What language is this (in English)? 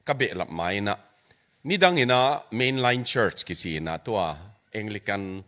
Tedim Chin